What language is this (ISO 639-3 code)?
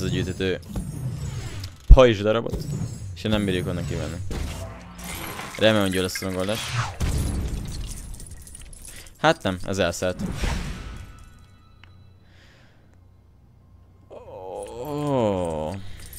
hun